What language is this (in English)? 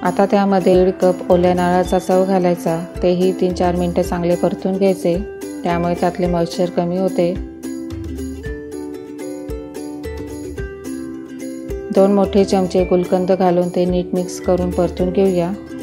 Marathi